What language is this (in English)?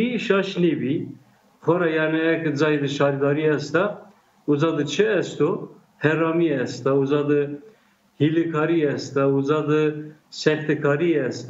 Zaza